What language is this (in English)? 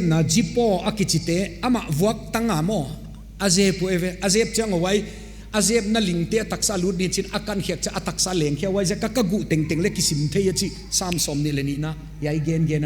Paite Chin